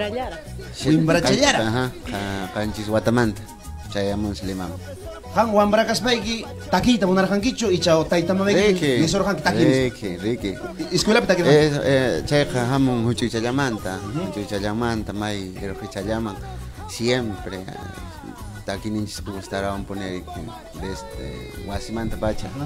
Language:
Ayacucho Quechua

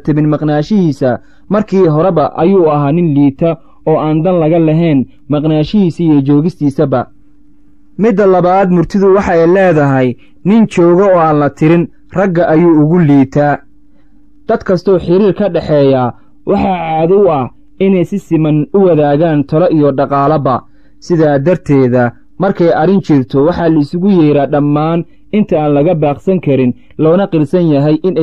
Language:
Somali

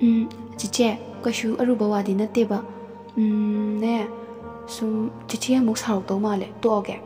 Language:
Manipuri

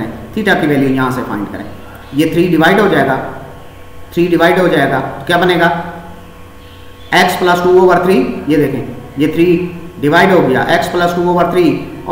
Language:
Hindi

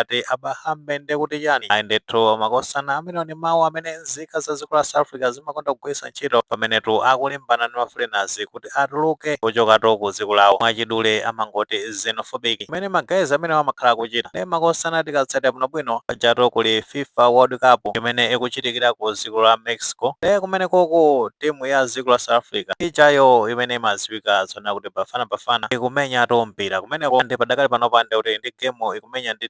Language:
Nyanja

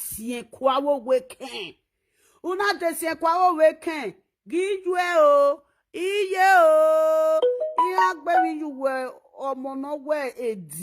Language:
Nigerian Pidgin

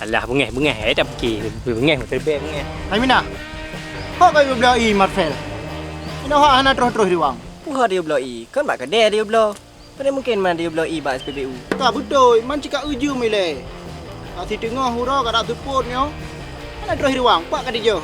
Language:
Achinese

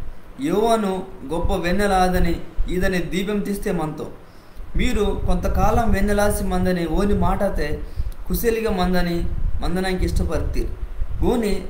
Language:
Koya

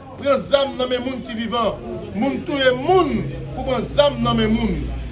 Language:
Haitian Creole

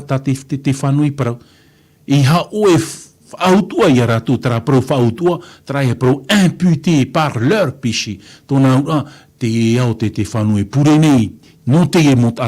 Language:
Tahitian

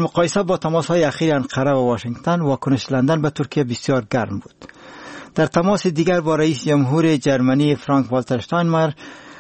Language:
Persian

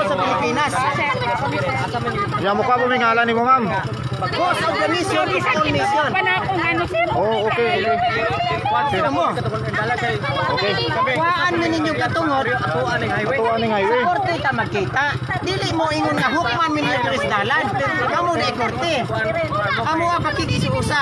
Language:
Cebuano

